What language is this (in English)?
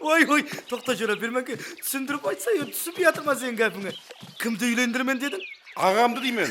Kara-Kalpak